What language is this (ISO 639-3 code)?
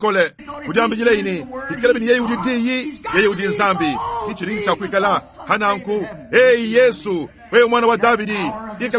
lua